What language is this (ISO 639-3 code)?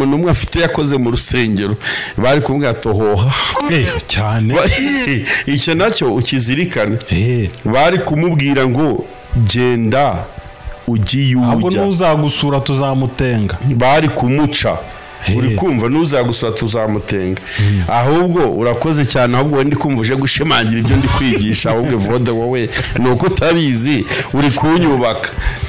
kin